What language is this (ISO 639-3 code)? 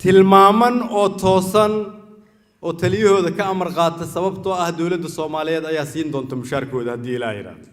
som